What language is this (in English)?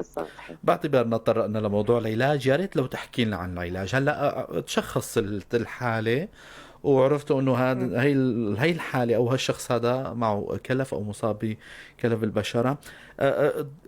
North Levantine Arabic